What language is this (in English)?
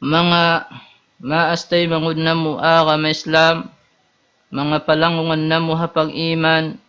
Tausug